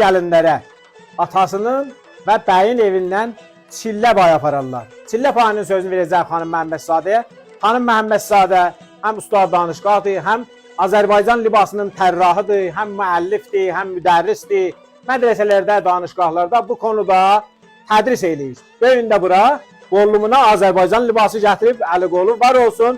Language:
South Azerbaijani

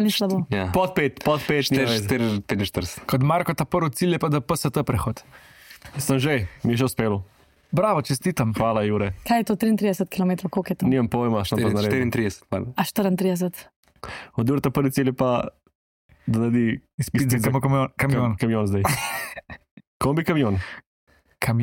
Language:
Slovenian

